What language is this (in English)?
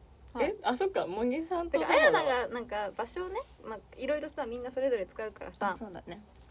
Japanese